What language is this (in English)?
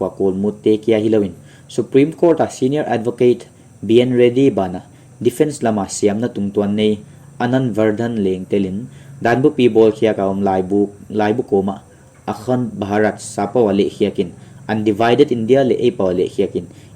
Paite Chin